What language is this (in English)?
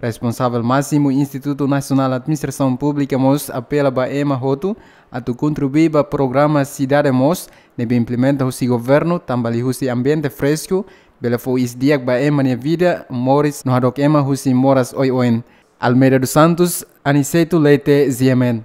Tetum